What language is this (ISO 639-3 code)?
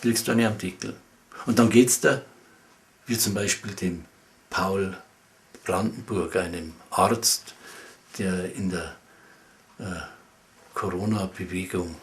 bar